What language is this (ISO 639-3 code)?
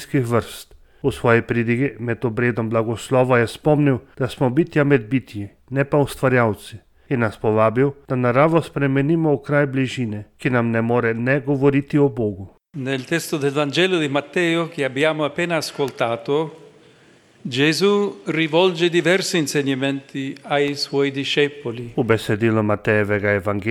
slv